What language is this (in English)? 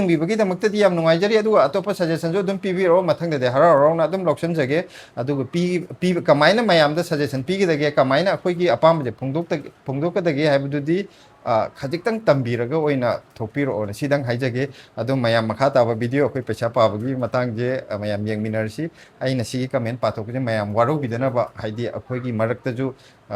Manipuri